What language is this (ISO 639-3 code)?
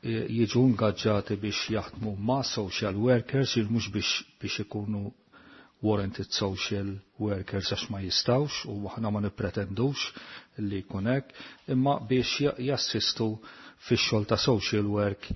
mlt